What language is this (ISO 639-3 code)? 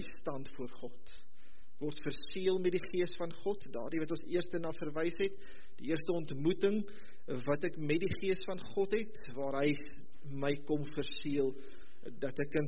afr